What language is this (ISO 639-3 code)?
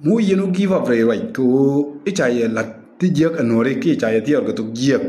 nus